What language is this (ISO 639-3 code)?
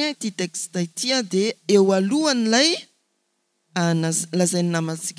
mlg